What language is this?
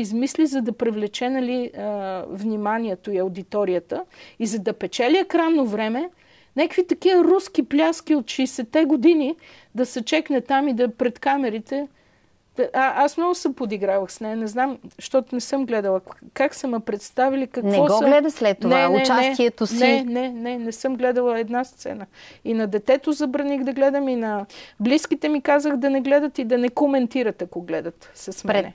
Bulgarian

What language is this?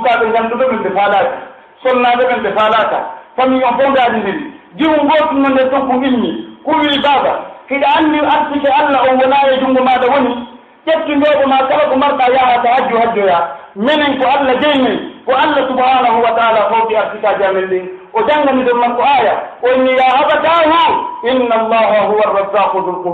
Pular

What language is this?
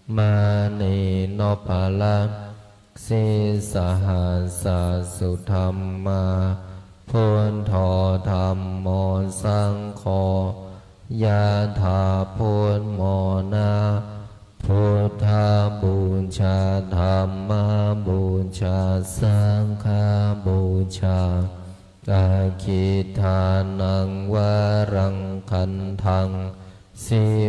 Pali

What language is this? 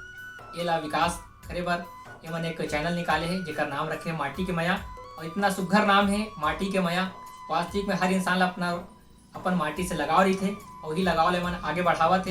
Chhattisgarhi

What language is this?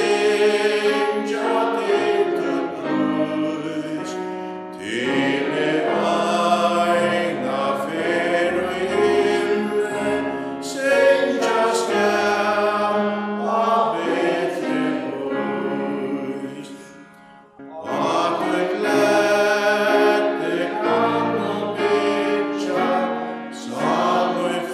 Faroese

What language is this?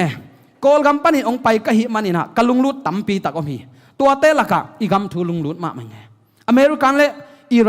Tedim Chin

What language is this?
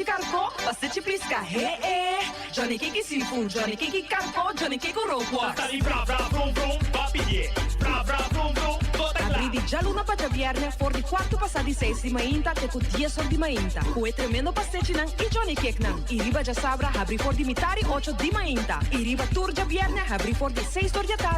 Papiamento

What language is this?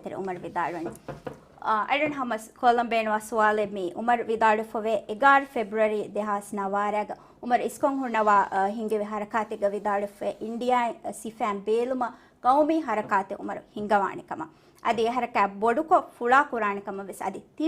Divehi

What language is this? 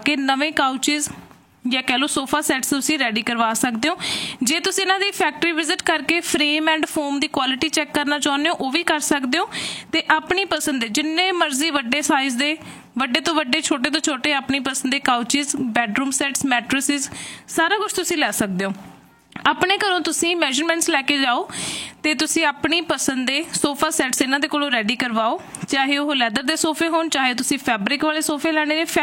Punjabi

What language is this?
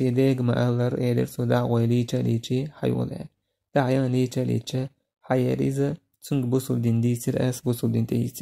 Chechen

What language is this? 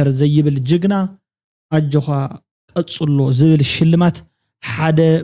Tigrinya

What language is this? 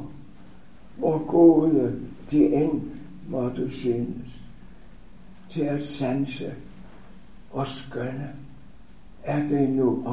Danish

